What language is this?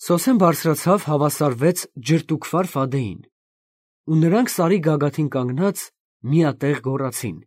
Armenian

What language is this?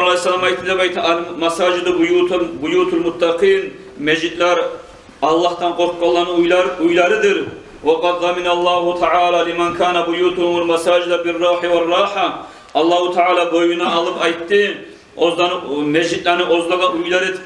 Kumyk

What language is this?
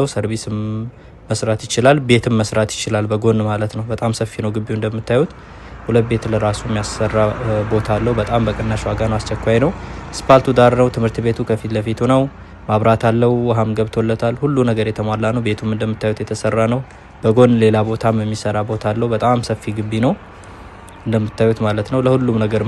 Amharic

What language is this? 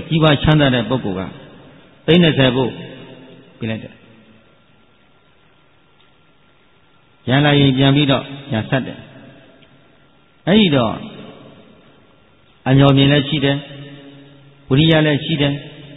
Burmese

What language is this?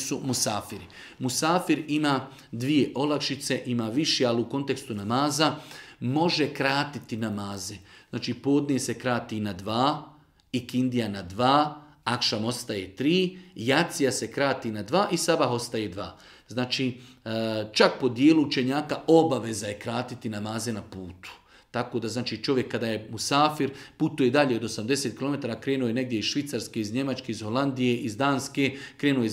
Bosnian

